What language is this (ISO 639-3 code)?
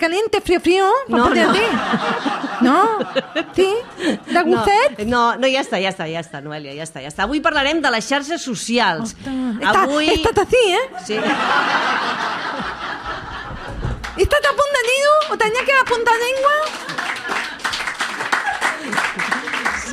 cat